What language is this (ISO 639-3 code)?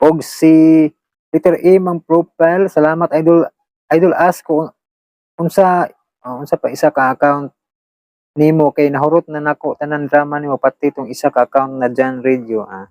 ceb